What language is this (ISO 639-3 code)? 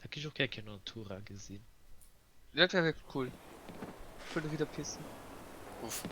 ltz